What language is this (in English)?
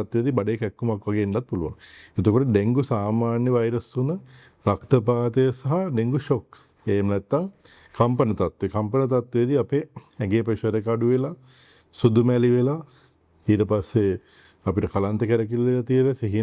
Sinhala